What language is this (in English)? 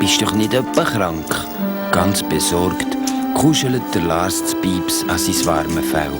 Swiss German